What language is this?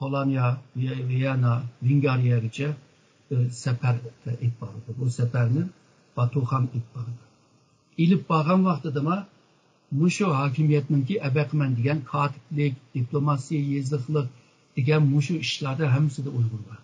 Uyghur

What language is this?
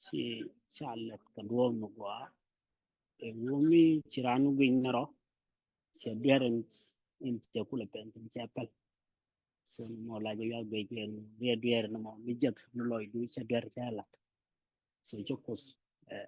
Nuer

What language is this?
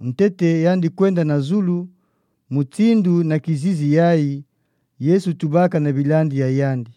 Kituba (Democratic Republic of Congo)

